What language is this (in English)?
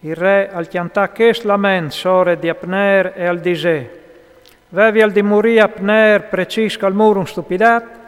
Friulian